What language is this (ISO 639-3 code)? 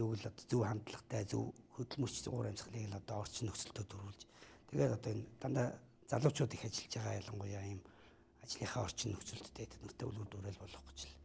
mon